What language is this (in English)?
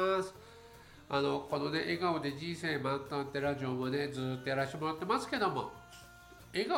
Japanese